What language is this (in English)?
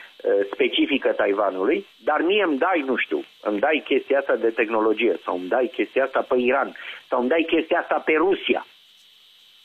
Romanian